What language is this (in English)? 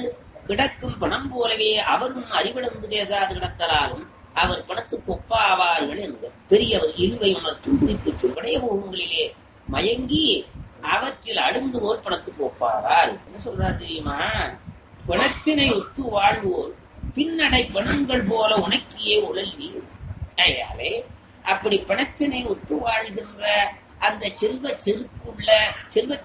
Tamil